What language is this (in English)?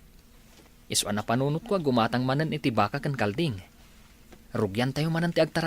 Iloko